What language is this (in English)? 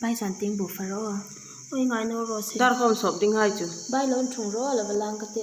Hmar